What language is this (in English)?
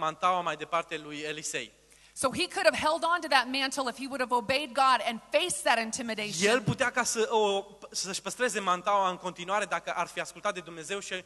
Romanian